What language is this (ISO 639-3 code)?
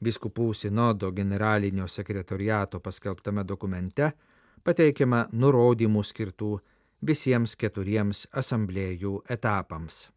lit